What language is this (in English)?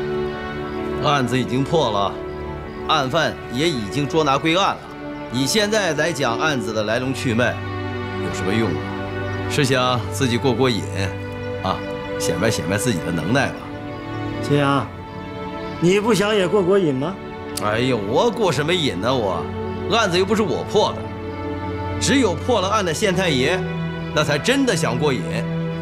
Chinese